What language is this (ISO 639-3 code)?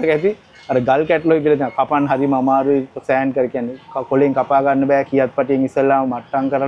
sin